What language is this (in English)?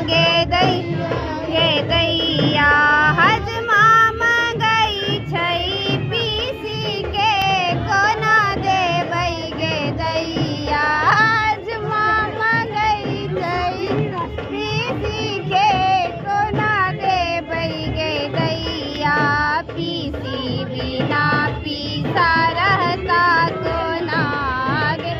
Maithili